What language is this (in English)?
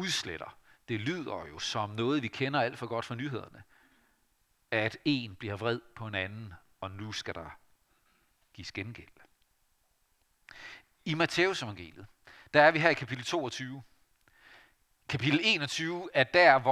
Danish